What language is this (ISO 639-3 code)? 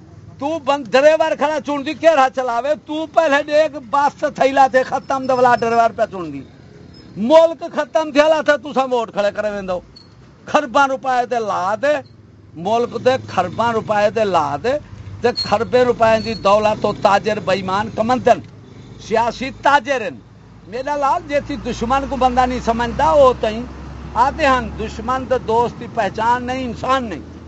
skr